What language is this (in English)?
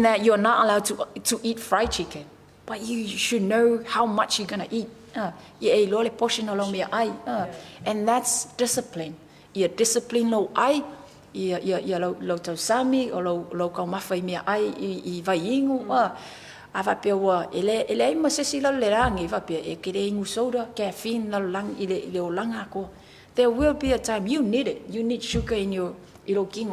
Samoan